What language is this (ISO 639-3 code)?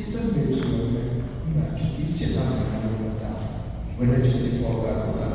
ibo